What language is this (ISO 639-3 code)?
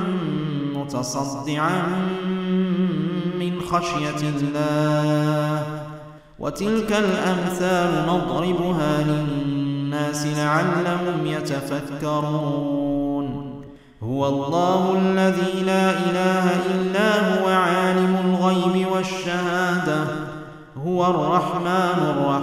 ara